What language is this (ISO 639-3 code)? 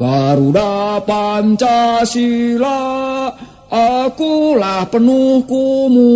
sun